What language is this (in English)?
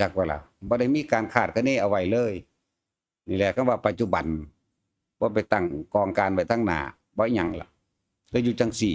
Northeastern Thai